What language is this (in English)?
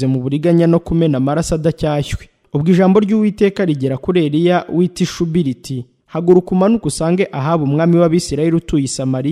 Kinyarwanda